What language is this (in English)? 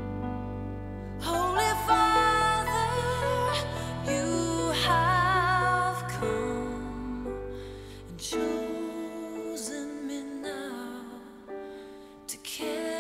English